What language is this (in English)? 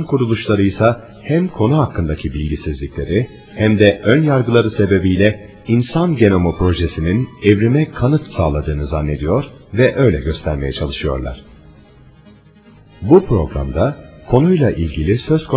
Turkish